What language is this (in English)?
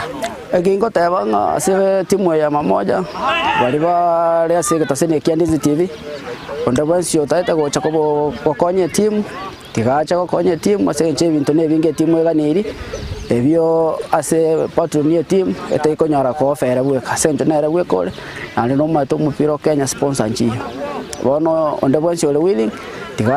Gusii